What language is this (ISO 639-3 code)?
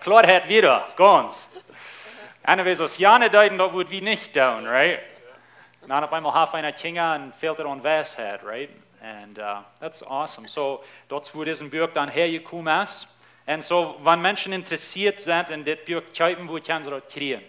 pdt